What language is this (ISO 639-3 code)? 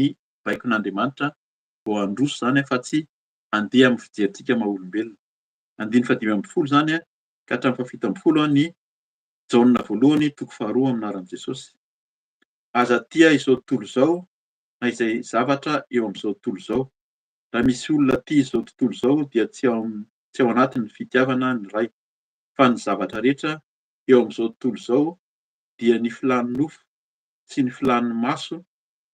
mlg